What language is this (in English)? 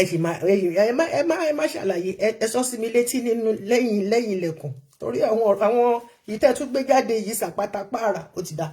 Yoruba